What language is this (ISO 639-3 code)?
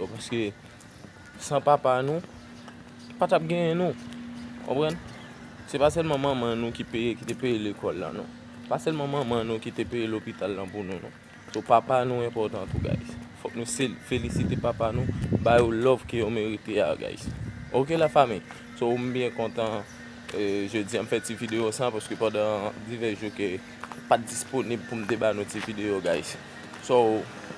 hat